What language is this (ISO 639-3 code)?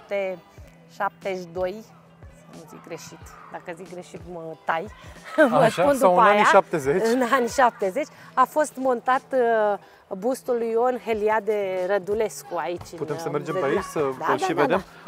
ron